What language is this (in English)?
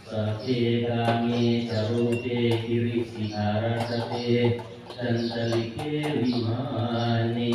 Pali